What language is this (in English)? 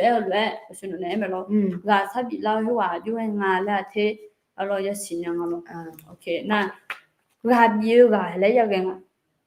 Akha